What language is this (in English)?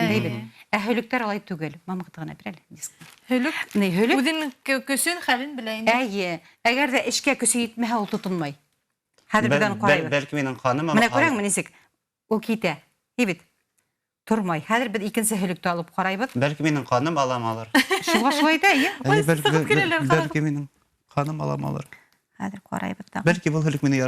Bashkir